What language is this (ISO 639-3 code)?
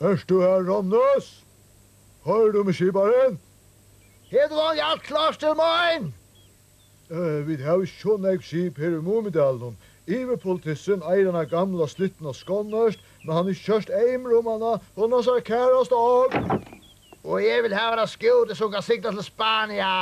fao